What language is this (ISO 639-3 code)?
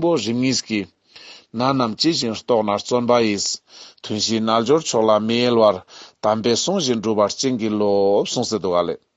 lbj